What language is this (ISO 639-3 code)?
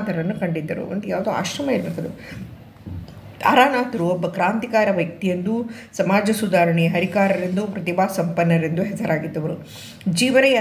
kan